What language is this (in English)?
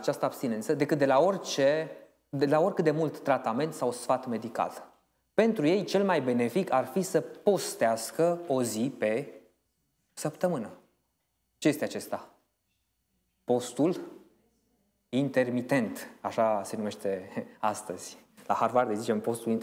Romanian